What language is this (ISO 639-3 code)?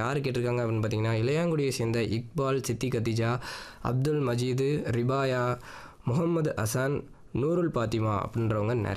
tam